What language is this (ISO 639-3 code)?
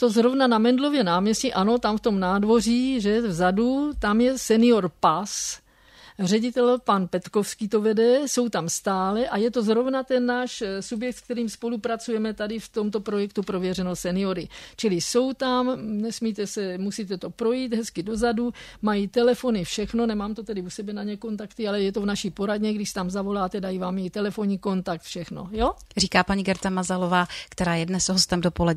ces